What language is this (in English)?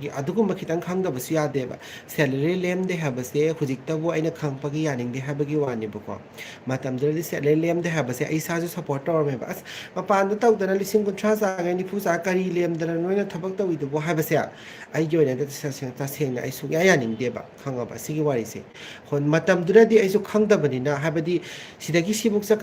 Manipuri